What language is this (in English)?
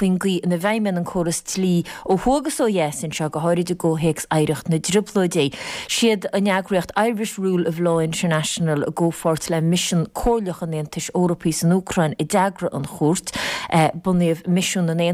Irish